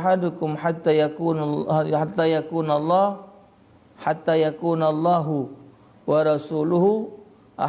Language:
Musi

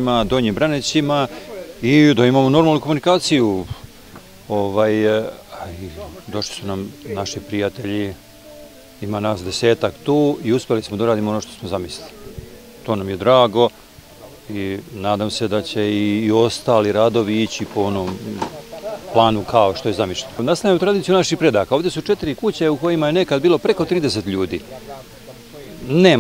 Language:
Serbian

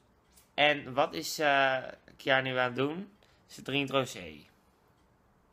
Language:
Dutch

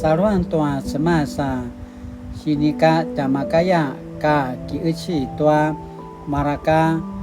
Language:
Paiwan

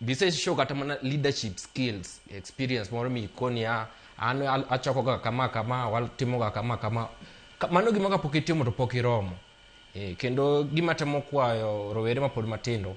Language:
Luo (Kenya and Tanzania)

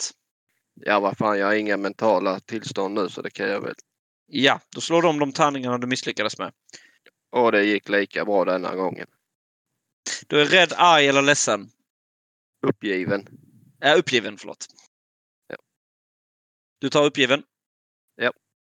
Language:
Swedish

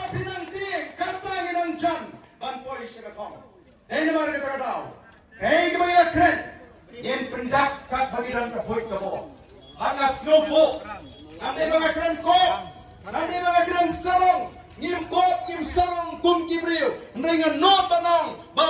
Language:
Khasi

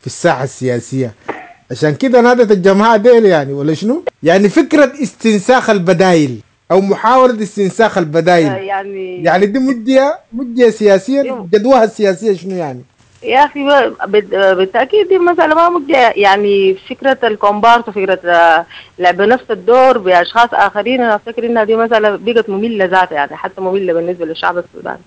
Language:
Sudanese Arabic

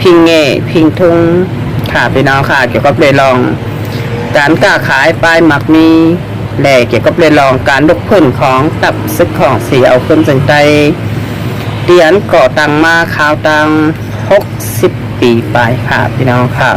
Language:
Shan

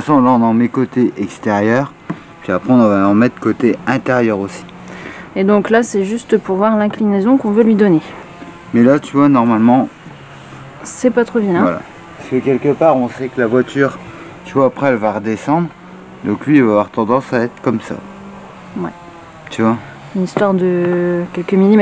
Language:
French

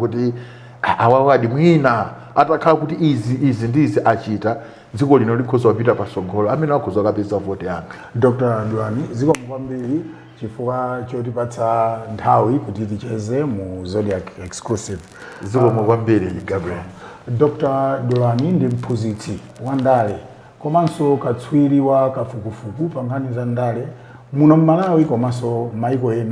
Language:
Nyanja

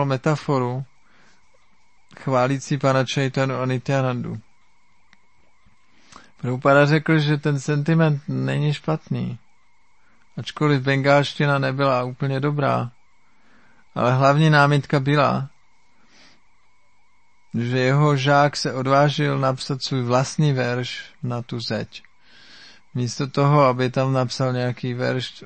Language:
Czech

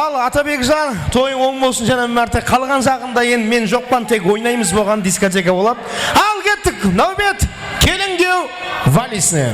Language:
Kara-Kalpak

